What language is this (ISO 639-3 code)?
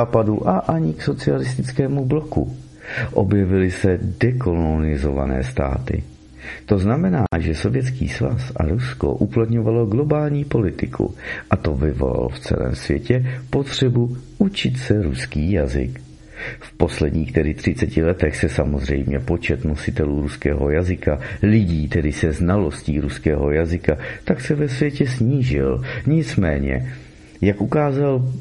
ces